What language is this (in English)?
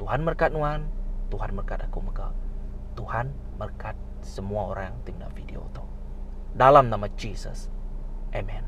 Iban